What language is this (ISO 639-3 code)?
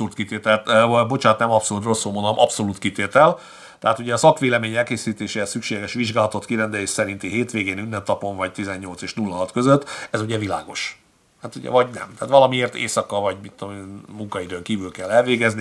hun